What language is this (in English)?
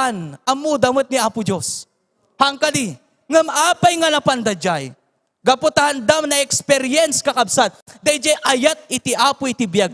Iloko